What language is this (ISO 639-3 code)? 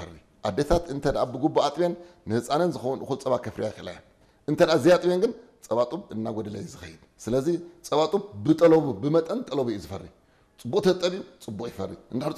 tir